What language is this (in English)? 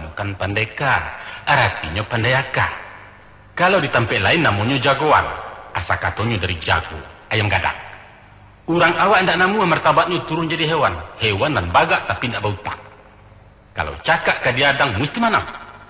Minangkabau